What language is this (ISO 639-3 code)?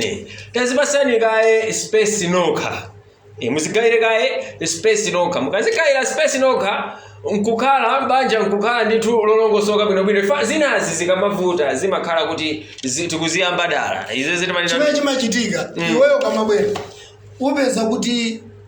nya